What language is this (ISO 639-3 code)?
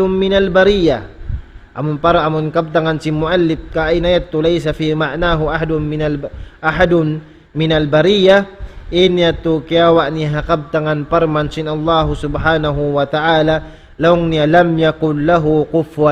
tsg